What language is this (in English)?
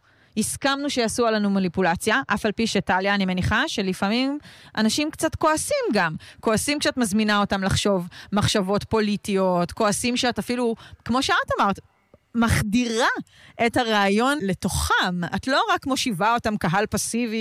Hebrew